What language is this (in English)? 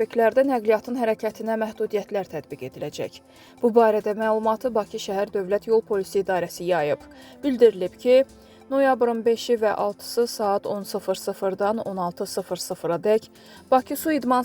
Azerbaijani